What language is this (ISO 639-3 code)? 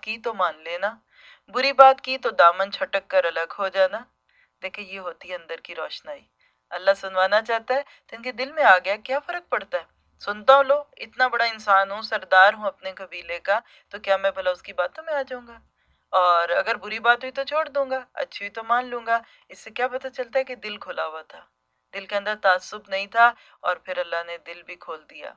urd